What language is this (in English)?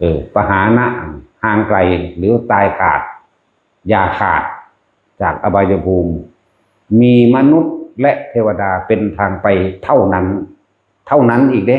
Northeastern Thai